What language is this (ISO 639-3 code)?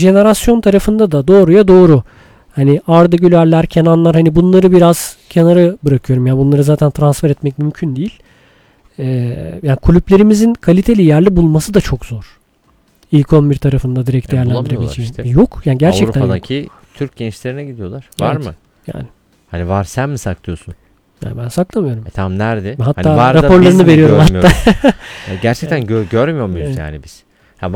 tur